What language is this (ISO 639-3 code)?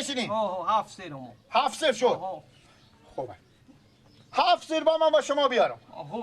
fas